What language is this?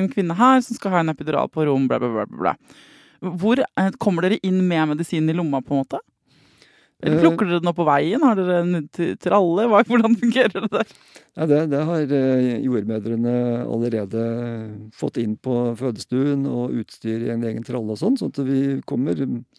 Norwegian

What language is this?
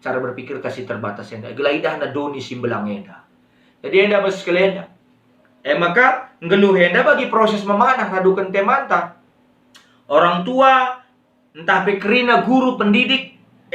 Batak Karo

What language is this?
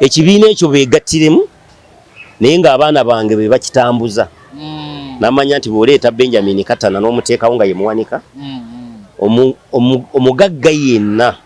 Ganda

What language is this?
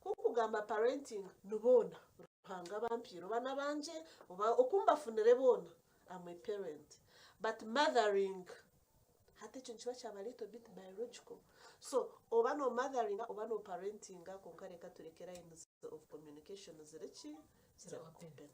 Nyankole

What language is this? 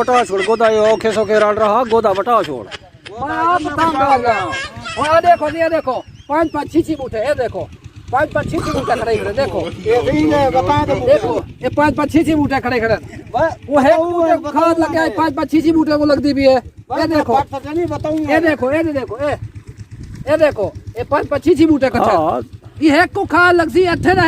Saraiki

